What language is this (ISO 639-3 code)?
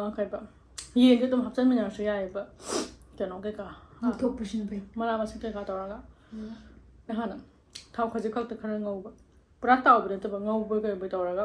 mni